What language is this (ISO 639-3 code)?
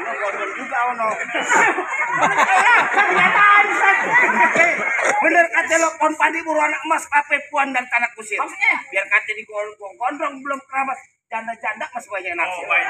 bew